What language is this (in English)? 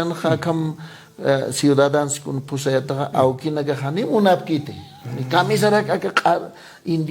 Aymara